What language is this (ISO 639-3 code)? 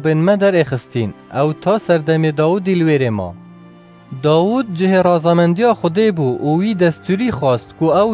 kur